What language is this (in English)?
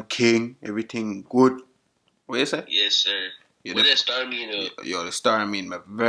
Jamaican Creole English